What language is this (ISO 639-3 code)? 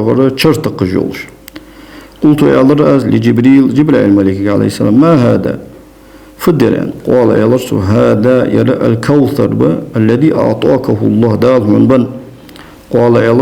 inh